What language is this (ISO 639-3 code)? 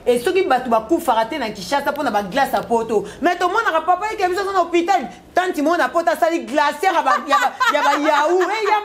lin